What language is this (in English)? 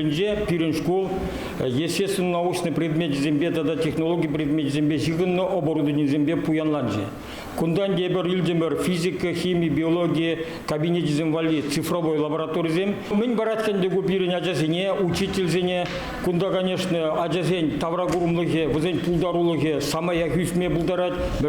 Chuvash